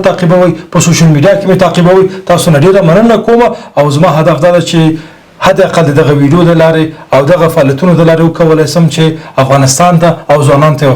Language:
Pashto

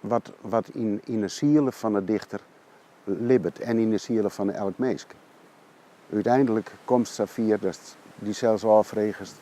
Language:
Western Frisian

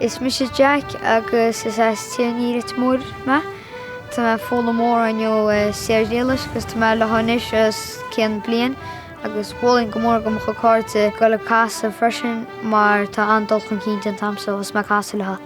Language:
Irish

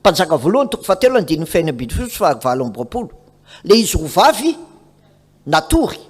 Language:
Malagasy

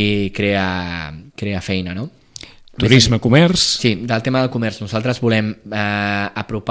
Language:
Catalan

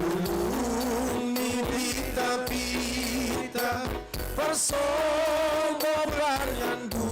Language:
Batak Simalungun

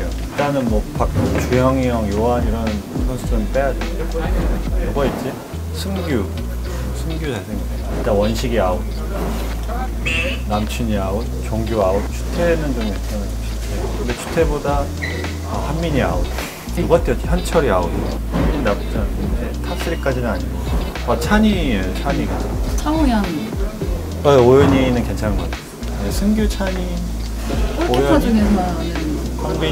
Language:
Korean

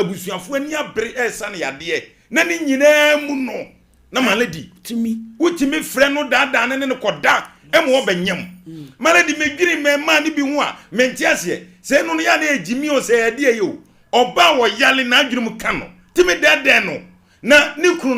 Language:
Akan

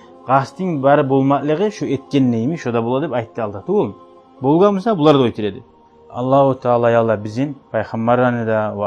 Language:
Kumyk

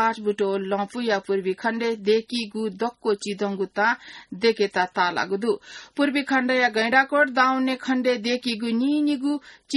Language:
Newari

